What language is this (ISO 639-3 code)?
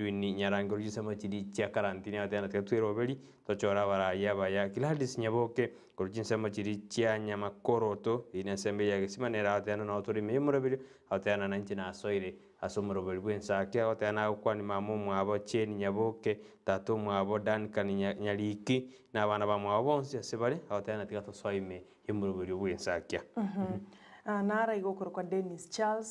guz